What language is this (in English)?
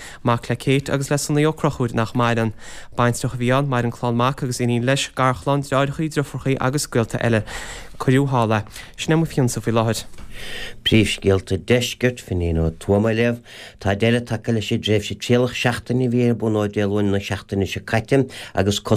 Irish